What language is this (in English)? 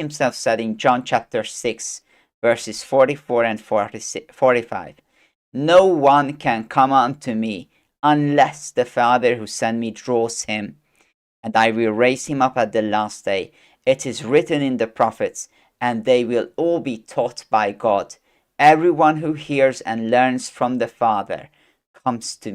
English